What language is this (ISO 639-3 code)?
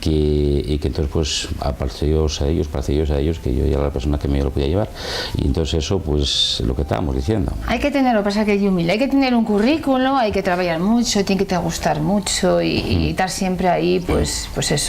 ast